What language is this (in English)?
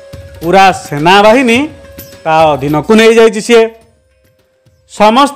Odia